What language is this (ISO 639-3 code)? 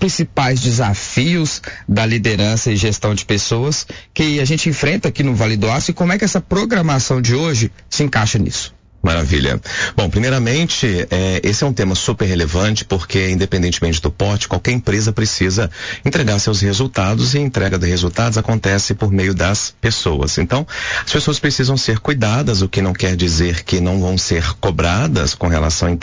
por